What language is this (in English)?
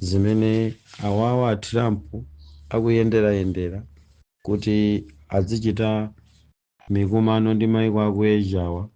Nyanja